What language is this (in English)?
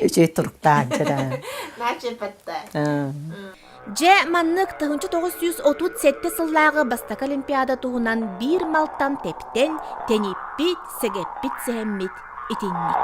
Yakut